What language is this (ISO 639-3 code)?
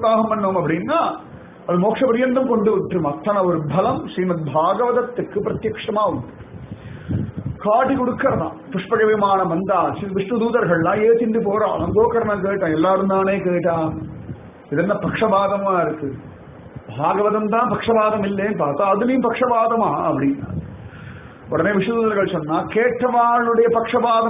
tam